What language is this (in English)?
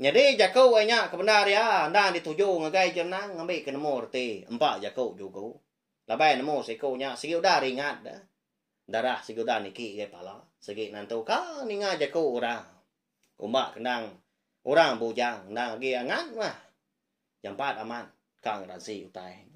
Iban